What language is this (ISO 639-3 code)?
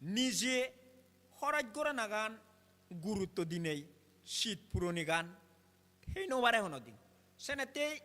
ccp